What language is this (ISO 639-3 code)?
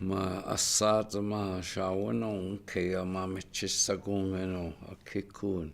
ciw